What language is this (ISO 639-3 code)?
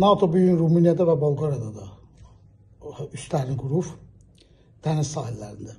aze